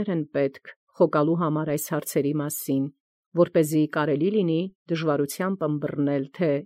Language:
Armenian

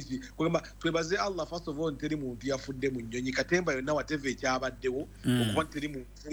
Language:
Ganda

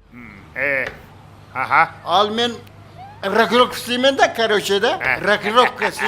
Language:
Kara-Kalpak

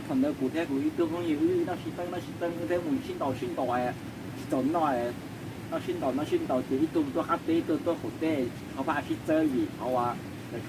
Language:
Hmong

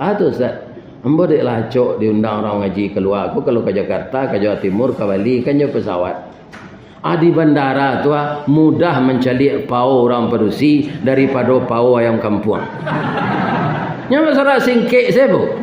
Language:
Minangkabau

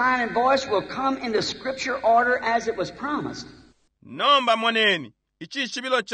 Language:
Bemba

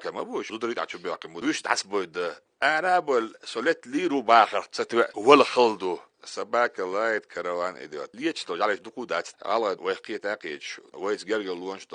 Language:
Chechen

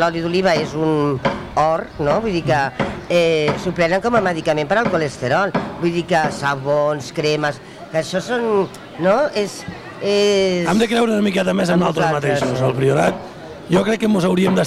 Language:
Catalan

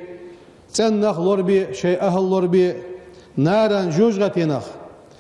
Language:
Ingush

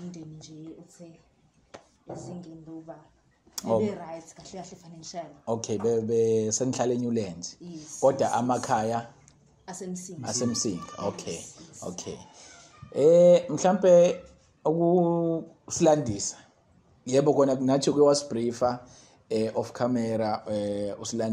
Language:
Zulu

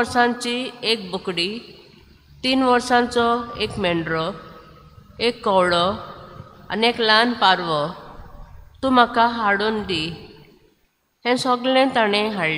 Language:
Konkani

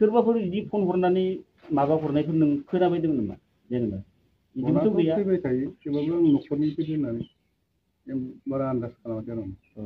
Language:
Bodo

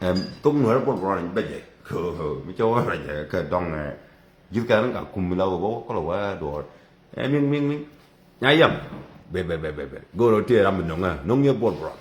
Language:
Nuer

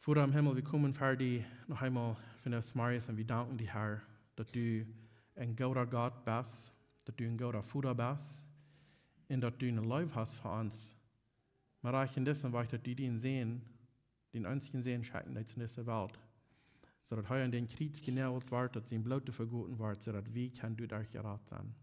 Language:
Plautdietsch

